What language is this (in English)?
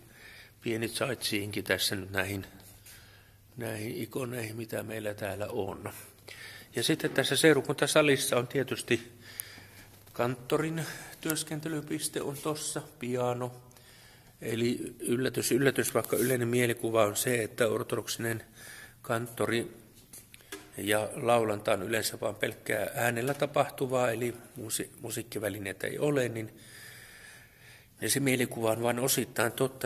Finnish